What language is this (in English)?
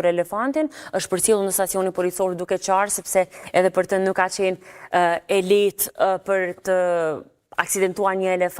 Albanian